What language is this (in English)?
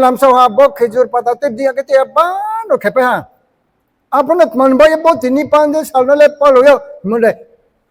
Riang (India)